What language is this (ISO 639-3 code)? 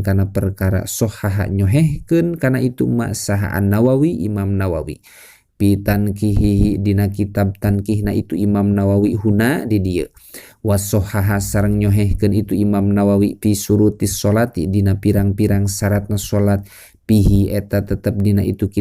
sun